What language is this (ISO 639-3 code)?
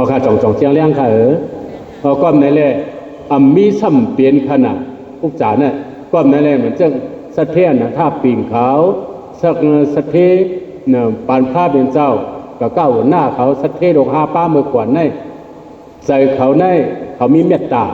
shn